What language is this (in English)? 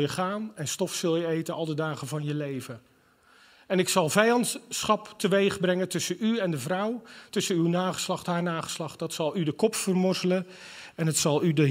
Dutch